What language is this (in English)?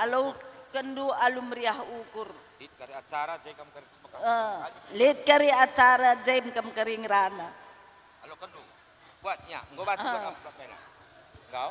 Batak Karo